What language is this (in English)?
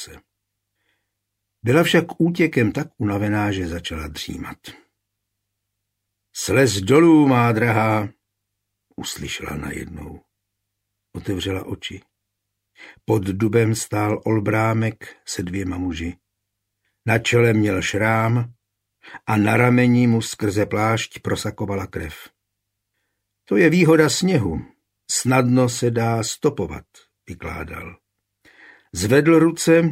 Czech